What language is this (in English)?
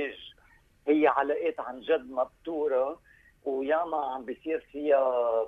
North Levantine Arabic